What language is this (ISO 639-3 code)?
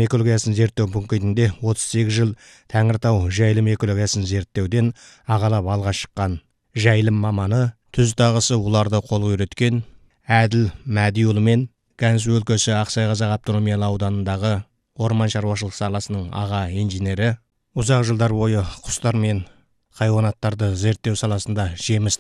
kaz